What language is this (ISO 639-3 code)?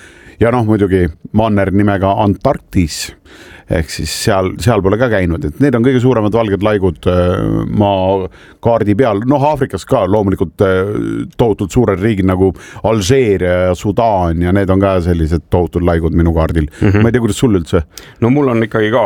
est